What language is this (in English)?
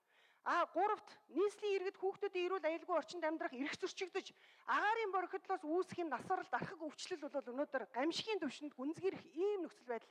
Mongolian